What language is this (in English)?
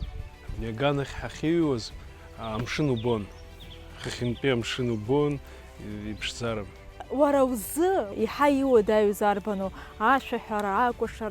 Abkhazian